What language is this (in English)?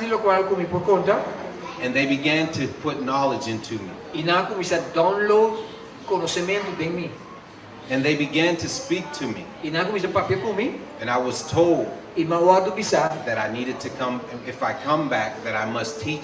Papiamento